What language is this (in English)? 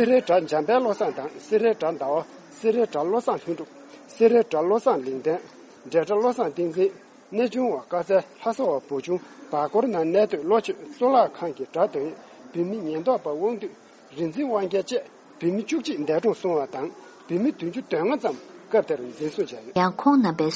Tibetan